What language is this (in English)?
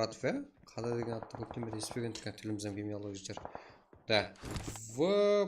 Kara-Kalpak